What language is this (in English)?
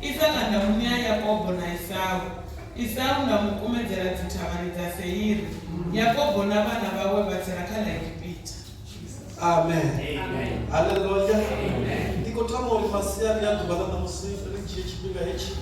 Venda